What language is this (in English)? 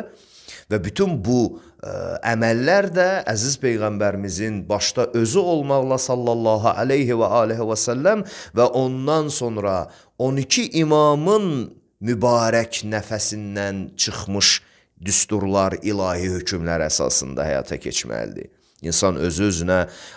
Azerbaijani